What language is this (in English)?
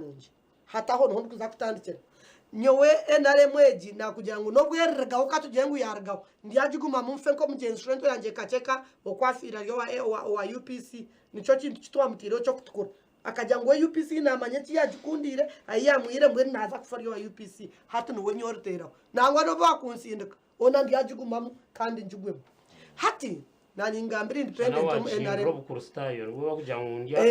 Nyankole